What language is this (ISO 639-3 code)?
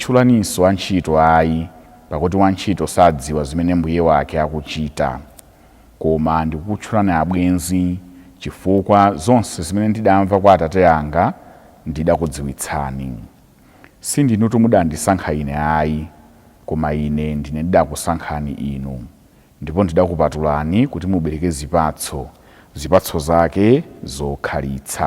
nya